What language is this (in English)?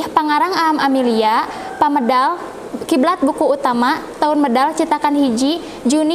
Sundanese